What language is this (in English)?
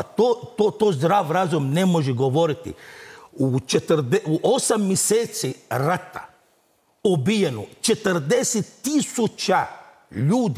Croatian